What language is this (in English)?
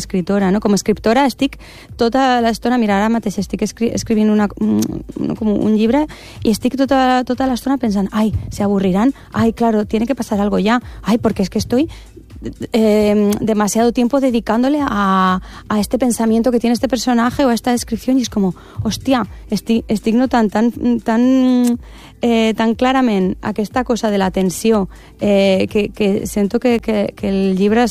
Catalan